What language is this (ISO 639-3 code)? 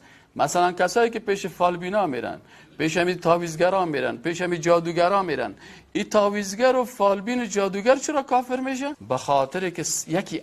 fas